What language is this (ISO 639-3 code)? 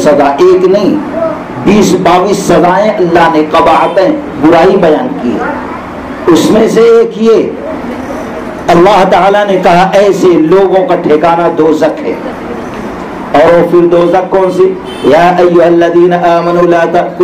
urd